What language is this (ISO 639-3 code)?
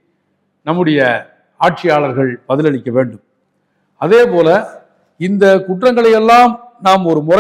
tam